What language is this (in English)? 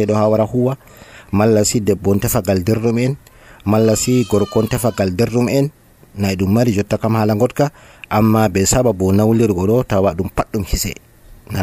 Nigerian Fulfulde